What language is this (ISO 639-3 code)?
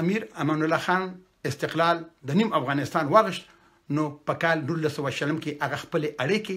pus